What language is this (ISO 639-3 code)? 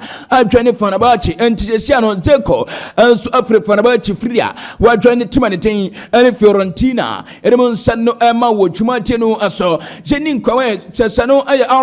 aka